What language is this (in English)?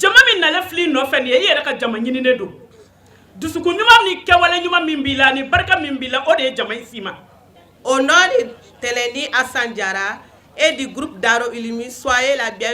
Bambara